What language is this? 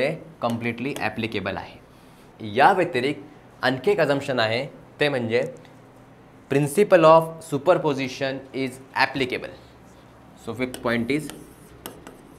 Marathi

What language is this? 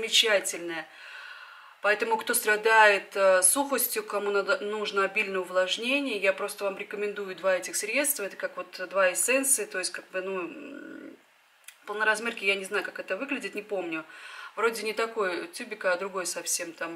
Russian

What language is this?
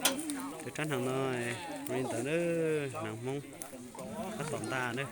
Hmong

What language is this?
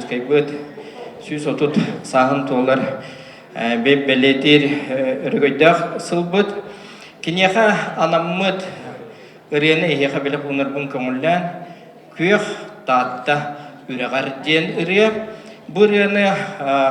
Yakut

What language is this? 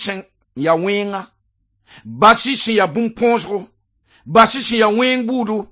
Mossi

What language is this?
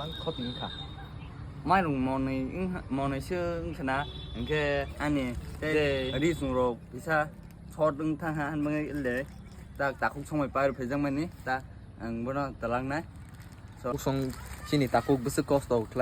Kok Borok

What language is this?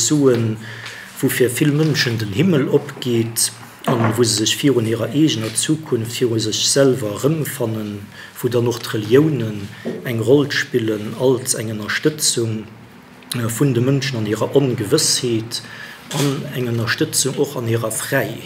Luxembourgish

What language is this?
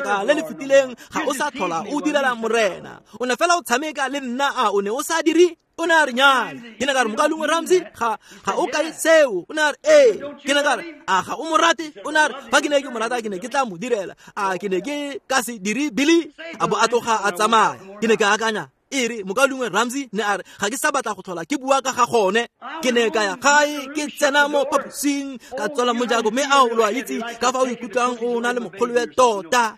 Tswana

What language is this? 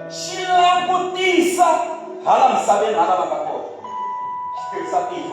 Tsonga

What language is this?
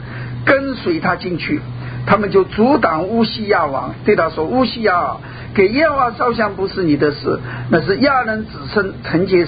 Chinese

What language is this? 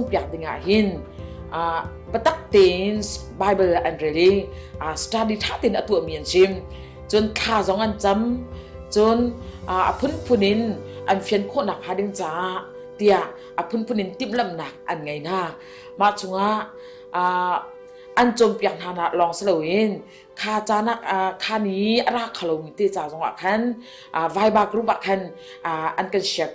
Hakha Chin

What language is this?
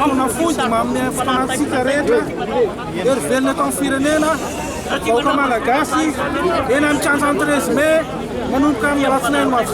Malagasy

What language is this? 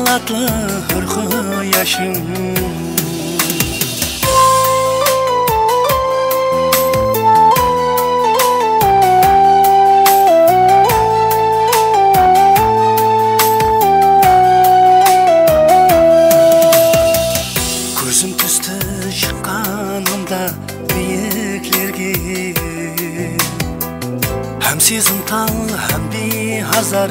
Kara-Kalpak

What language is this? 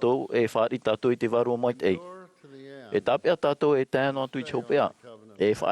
Tahitian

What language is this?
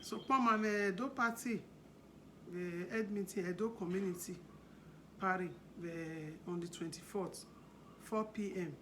Bini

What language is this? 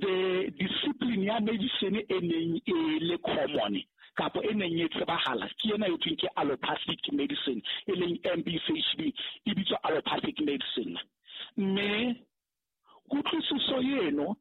Southern Sotho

